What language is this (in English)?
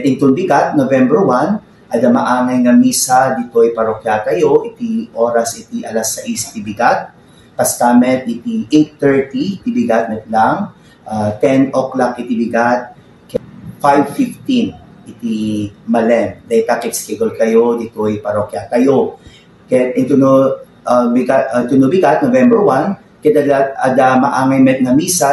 Iloko